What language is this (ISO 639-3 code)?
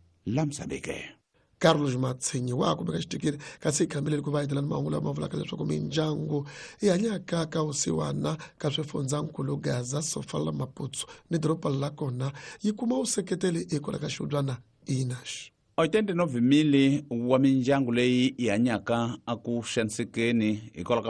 tso